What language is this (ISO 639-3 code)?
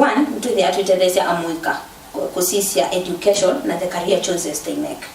kam